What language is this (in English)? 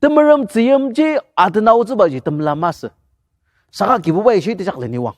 Ao Naga